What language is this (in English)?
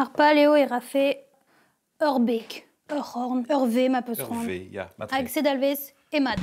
Breton